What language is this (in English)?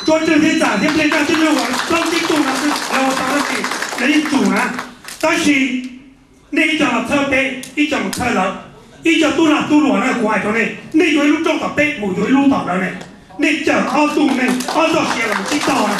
Hmong